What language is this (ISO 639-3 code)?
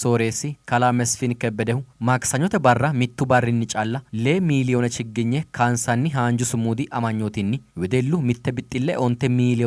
sid